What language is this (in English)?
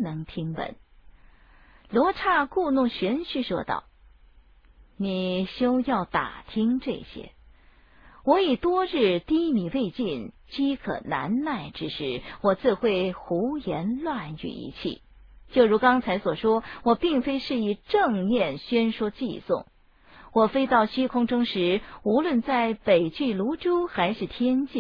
Chinese